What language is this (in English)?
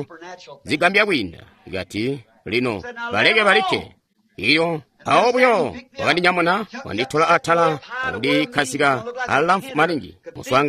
Tonga (Zambia)